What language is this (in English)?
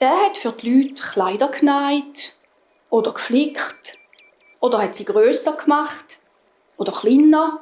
Swiss German